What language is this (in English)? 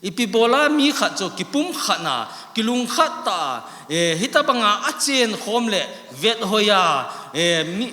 Thado Chin